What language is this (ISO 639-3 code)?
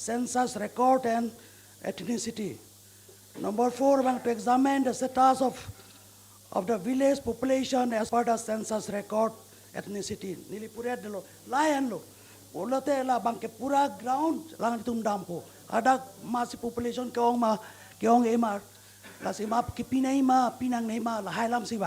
mjw